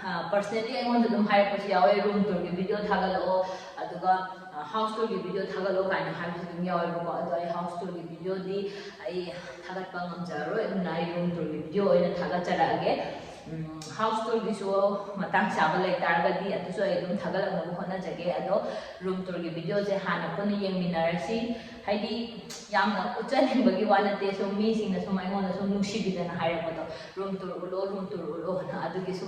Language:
Manipuri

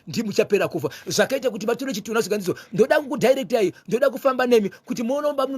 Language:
Shona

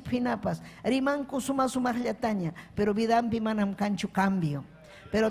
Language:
Ayacucho Quechua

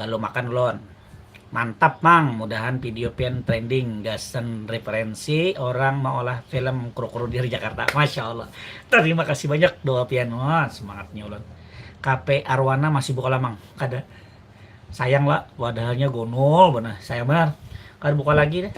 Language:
Banjar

